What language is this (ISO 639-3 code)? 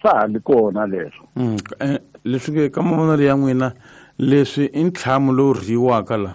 tso